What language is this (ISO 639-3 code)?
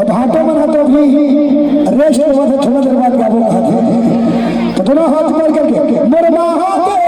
hne